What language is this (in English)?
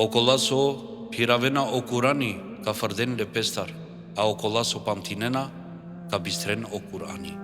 Balkan Romani